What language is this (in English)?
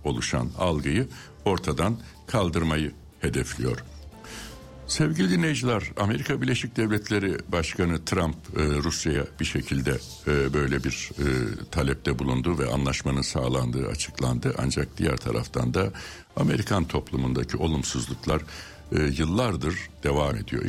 Turkish